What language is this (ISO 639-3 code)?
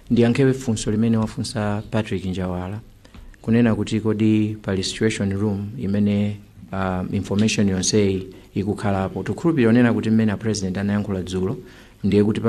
nya